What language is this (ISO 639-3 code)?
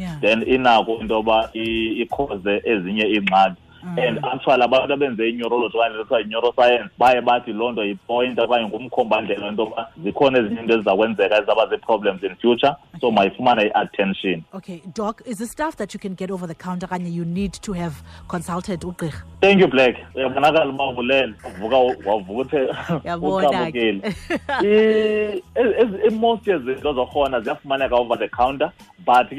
xho